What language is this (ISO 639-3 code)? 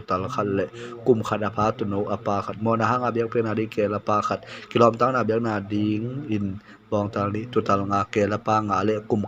ctd